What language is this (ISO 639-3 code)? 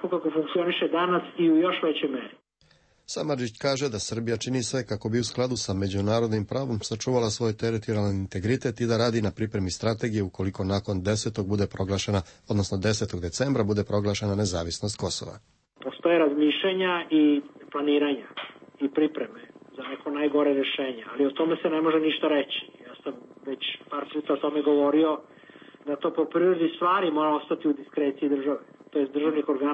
srp